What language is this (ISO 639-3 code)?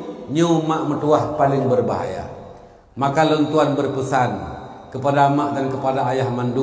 ace